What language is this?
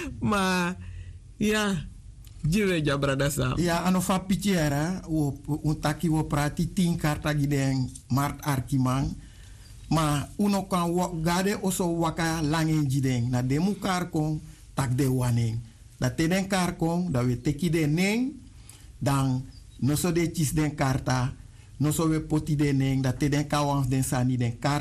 Sranan Tongo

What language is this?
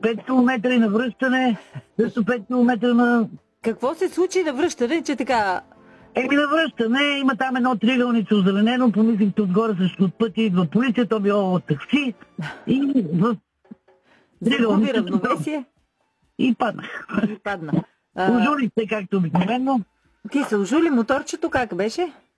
Bulgarian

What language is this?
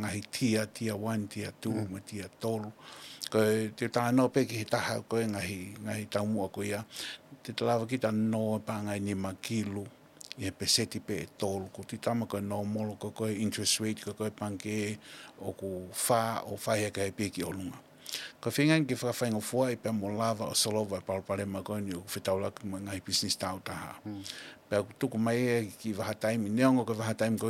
Tongan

